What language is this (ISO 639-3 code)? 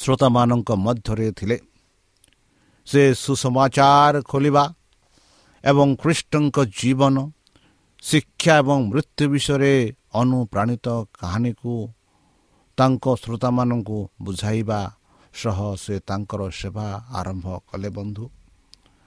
ori